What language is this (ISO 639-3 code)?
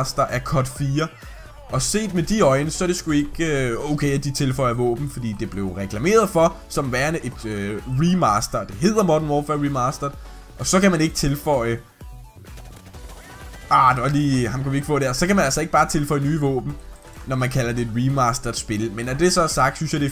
dan